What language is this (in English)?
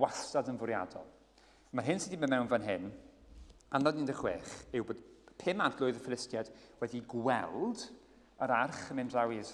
Welsh